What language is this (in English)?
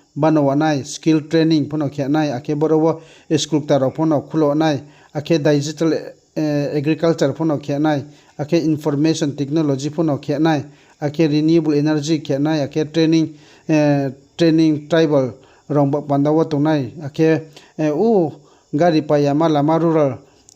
Riang (India)